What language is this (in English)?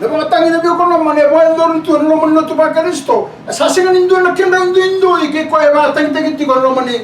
Fijian